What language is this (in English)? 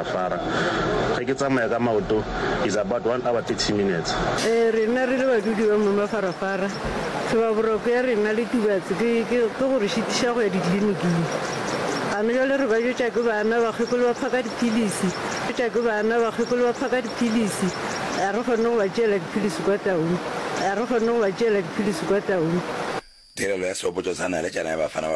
Northern Sotho